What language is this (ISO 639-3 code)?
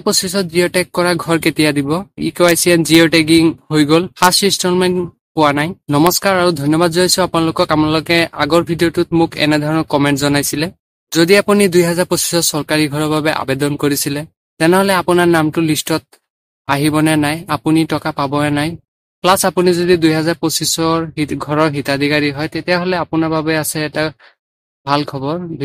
asm